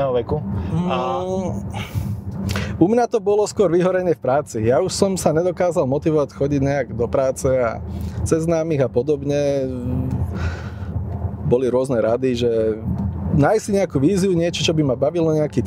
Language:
Slovak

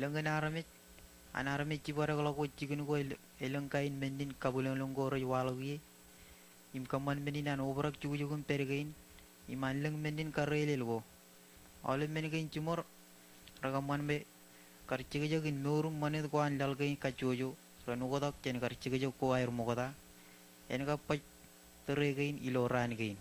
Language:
Marshallese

